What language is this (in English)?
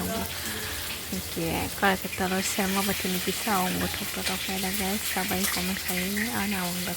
Kok Borok